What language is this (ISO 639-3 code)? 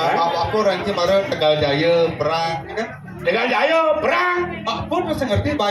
ban